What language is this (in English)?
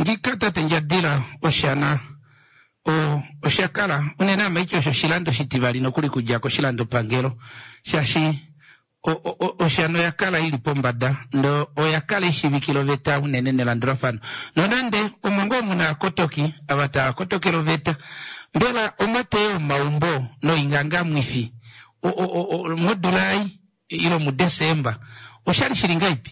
Kuanyama